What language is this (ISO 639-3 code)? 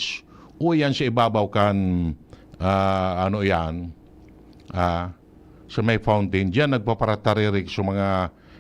bik